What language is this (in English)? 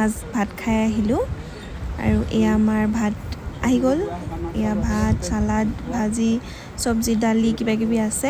Assamese